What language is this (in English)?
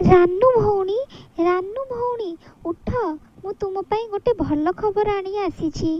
Odia